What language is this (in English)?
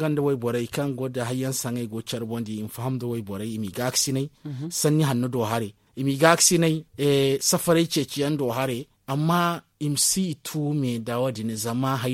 Zarma